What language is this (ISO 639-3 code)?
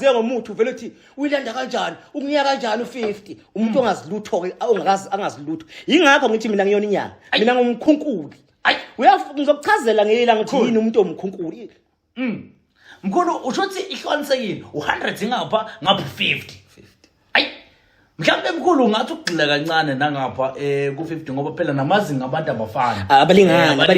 zul